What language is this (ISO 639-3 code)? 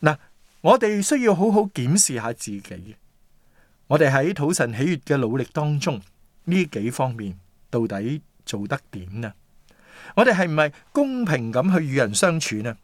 yue